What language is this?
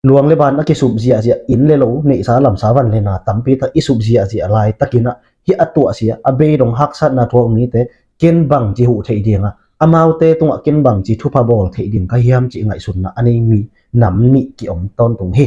Tedim Chin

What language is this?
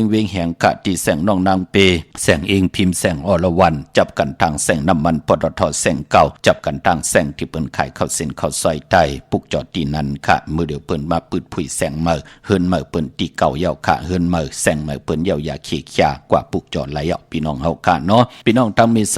Shan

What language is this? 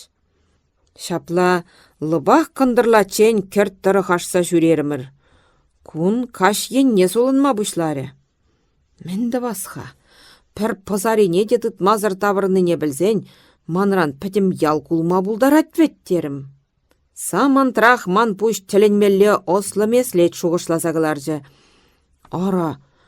Chuvash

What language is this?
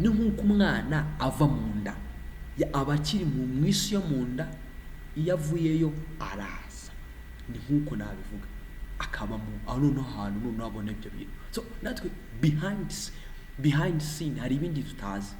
Kinyarwanda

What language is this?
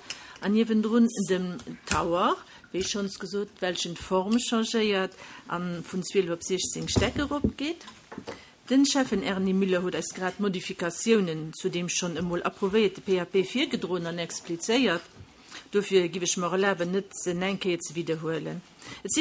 Luxembourgish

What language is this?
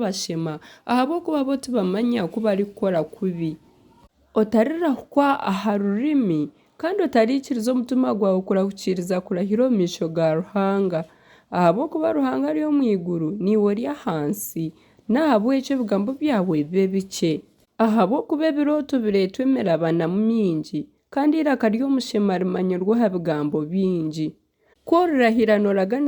Nyankole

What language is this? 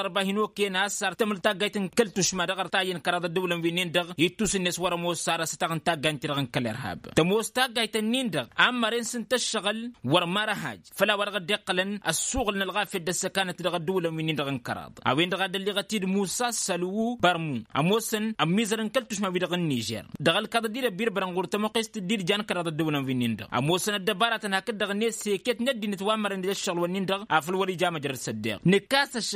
Tamasheq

